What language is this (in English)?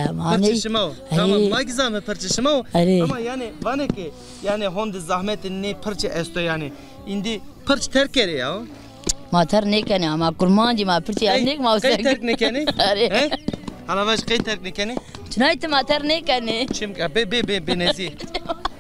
Zaza